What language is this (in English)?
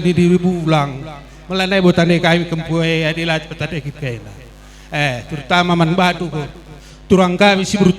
Batak Karo